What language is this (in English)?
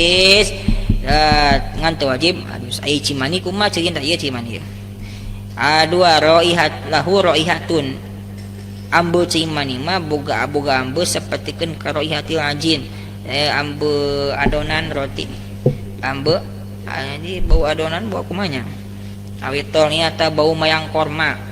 Sundanese